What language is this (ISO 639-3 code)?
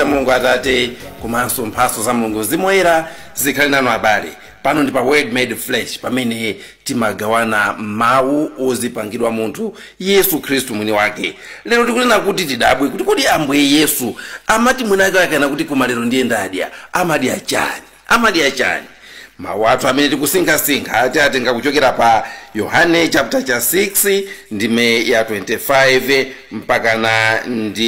nya